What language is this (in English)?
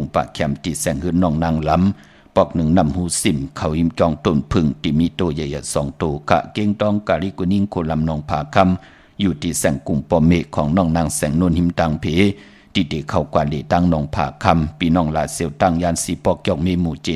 Shan